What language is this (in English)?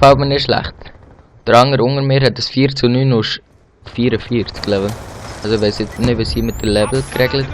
Swiss German